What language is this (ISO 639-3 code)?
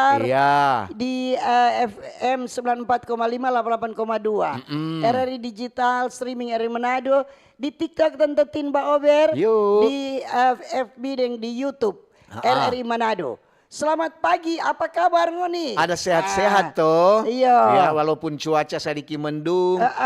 xmm